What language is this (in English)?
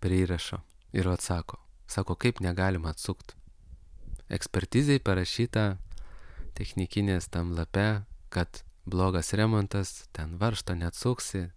Lithuanian